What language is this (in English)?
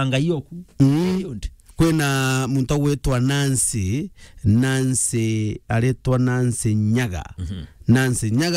Meru